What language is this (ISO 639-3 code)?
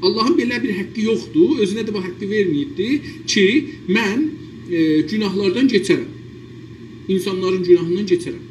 azb